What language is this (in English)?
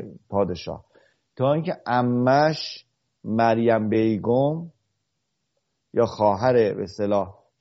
Persian